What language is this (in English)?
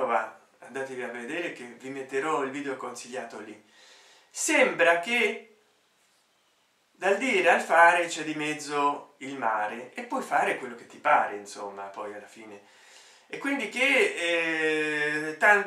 Italian